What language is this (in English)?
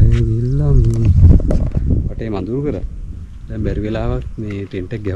Sinhala